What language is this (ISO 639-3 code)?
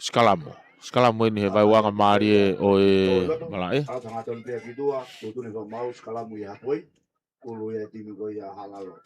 ton